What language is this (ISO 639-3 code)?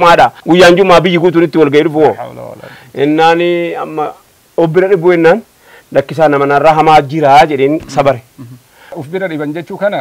orm